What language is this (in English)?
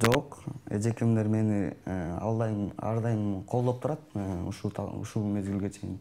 Kyrgyz